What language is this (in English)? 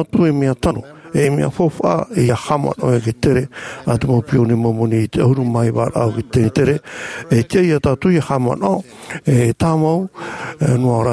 Tahitian